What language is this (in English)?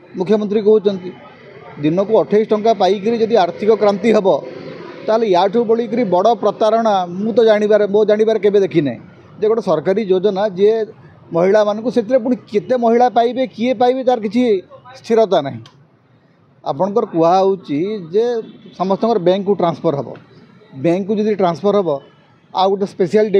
Odia